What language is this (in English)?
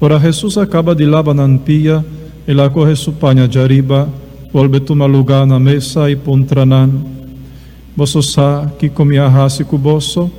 Papiamento